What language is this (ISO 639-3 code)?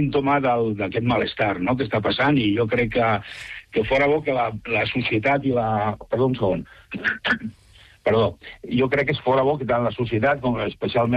cat